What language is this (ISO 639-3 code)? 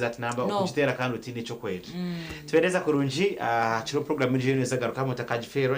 nyn